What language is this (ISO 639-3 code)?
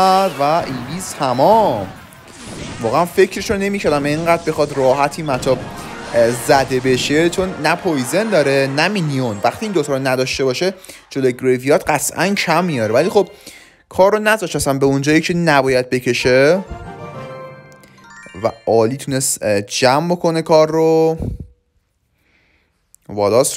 fas